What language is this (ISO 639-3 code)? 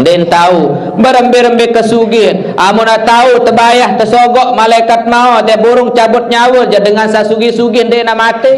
sas